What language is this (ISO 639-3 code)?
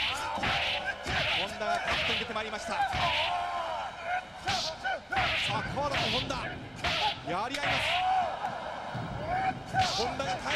jpn